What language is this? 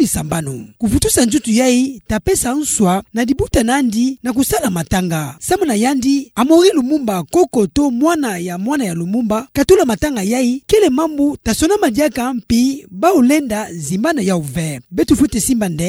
Kituba (Democratic Republic of Congo)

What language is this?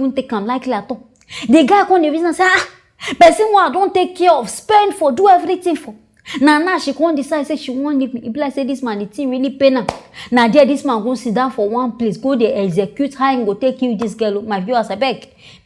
Nigerian Pidgin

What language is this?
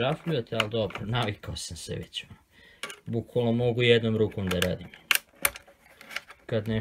Serbian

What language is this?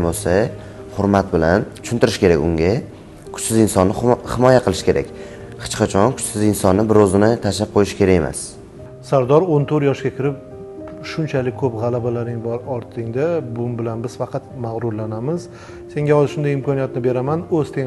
Uzbek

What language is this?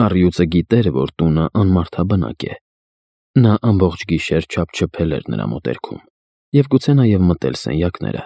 Armenian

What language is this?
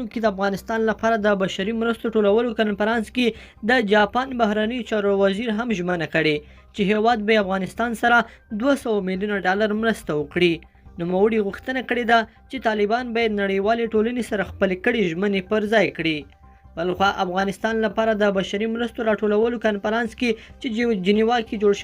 Pashto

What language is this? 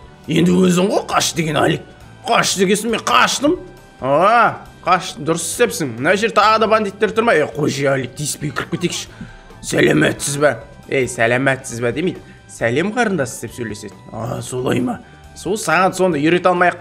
Kazakh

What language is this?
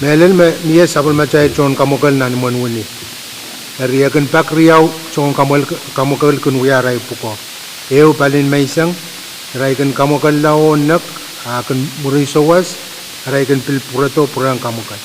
Pohnpeian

